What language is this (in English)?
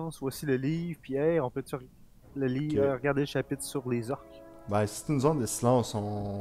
French